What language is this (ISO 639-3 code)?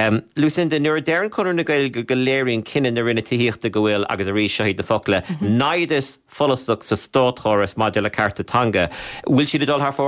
gle